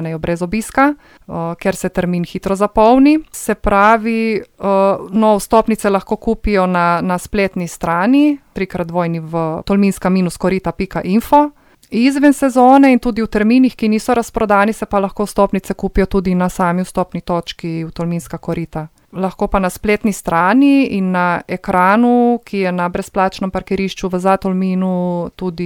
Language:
Slovenian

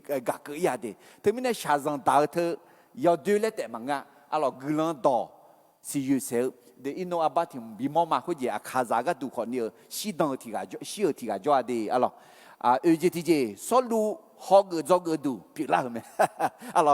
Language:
Akha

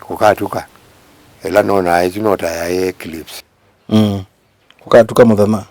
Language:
Kamba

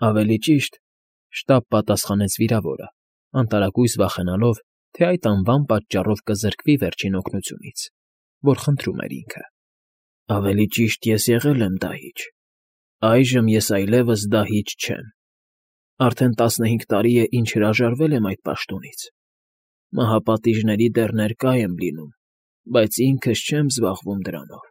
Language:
Armenian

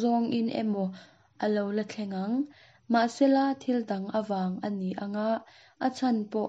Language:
Mizo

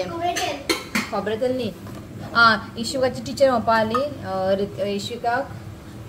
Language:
Konkani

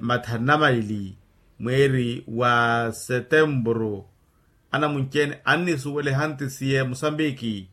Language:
Makhuwa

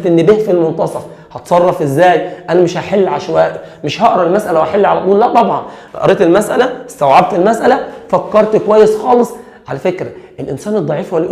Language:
Egyptian Arabic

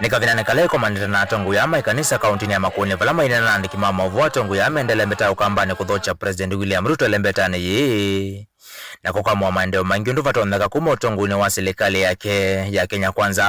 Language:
Kamba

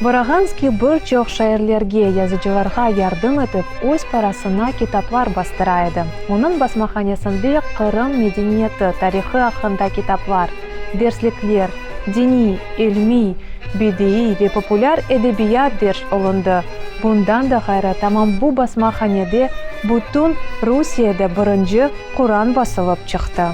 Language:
Crimean Tatar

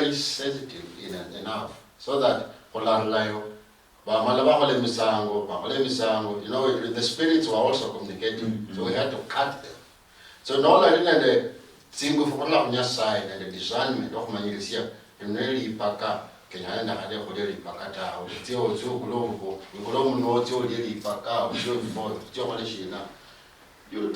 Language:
Luyia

